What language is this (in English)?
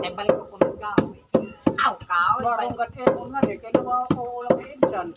Waray